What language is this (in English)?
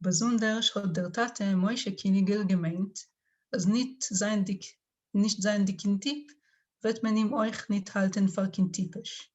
Yiddish